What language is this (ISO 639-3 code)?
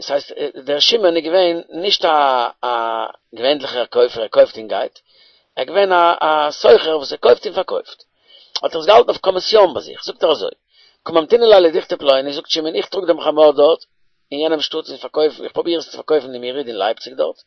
yid